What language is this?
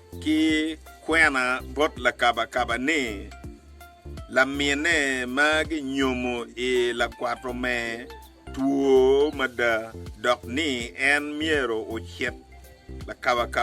Acoli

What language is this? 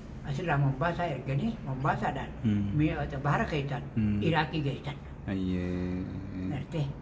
Oromo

